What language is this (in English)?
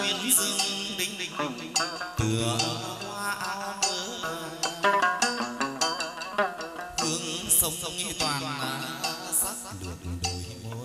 Vietnamese